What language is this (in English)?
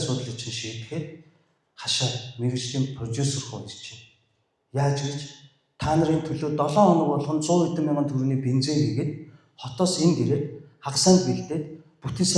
Mongolian